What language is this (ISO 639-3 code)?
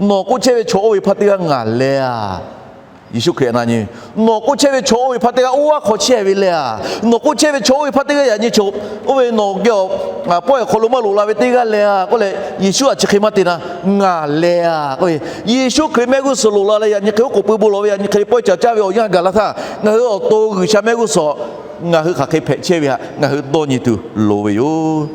lhu